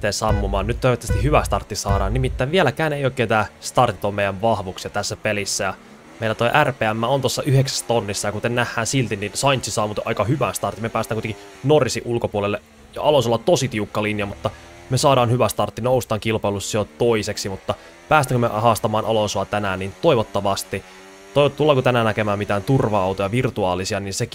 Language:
Finnish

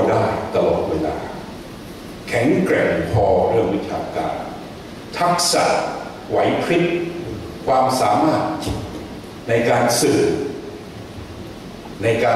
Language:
Thai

